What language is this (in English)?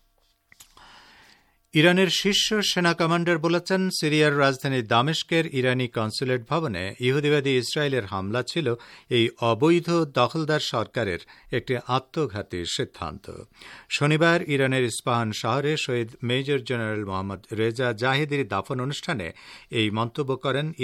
Bangla